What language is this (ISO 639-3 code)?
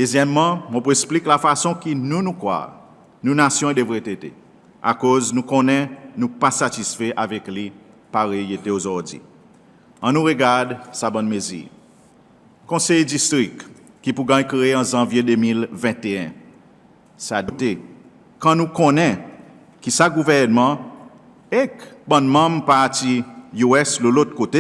crs